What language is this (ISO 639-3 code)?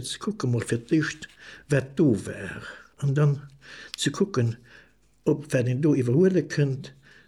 ltz